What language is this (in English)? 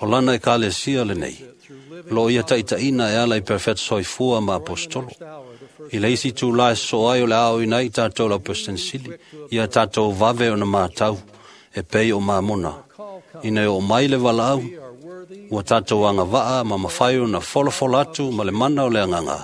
Samoan